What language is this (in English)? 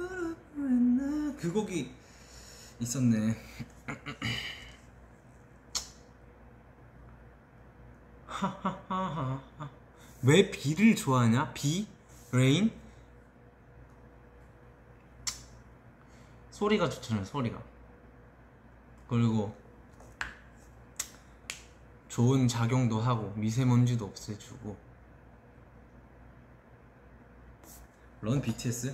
Korean